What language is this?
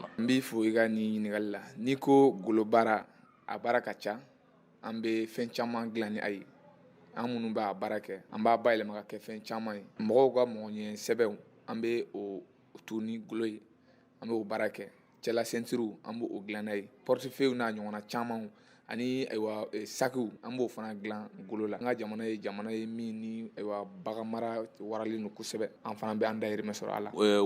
Bambara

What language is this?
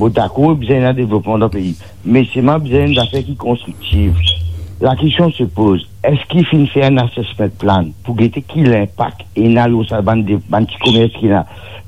Morisyen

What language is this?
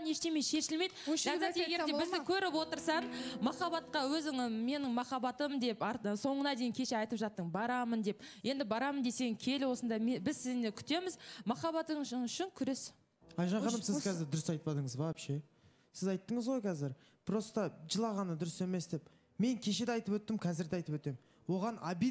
Kazakh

